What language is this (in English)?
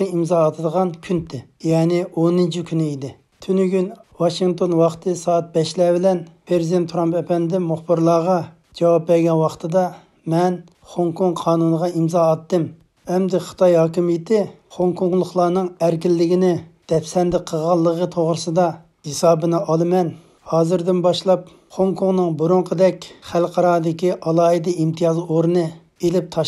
Uyghur